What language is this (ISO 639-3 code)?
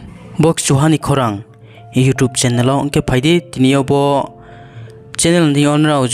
ria